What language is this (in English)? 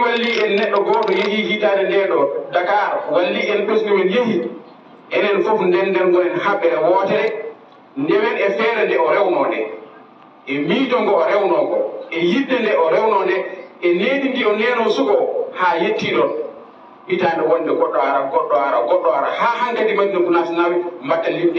Fula